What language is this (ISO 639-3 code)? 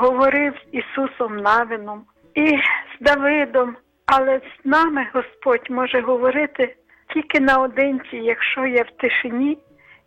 ukr